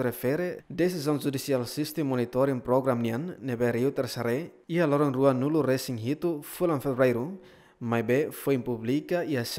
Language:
Tetum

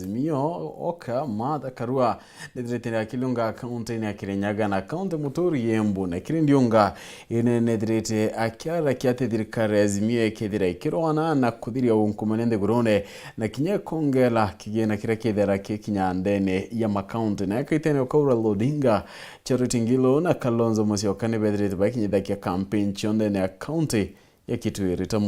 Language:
Meru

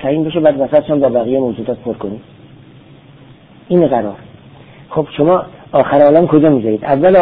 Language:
Persian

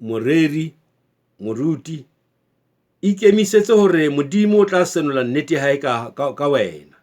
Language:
Southern Sotho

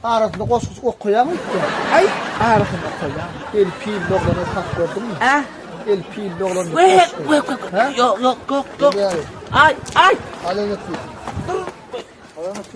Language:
Turkmen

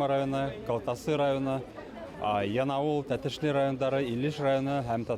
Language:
Bashkir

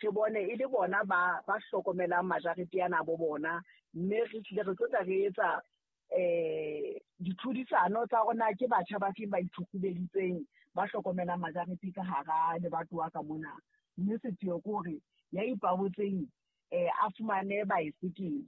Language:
Southern Sotho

